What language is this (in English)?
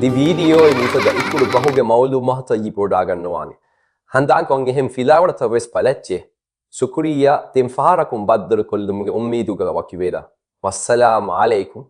Divehi